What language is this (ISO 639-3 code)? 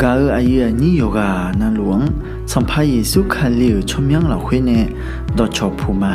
ahk